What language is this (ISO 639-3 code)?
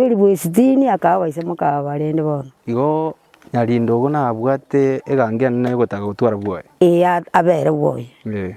guz